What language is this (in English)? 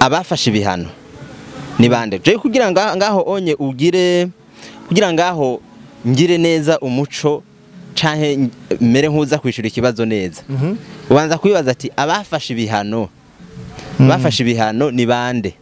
Rundi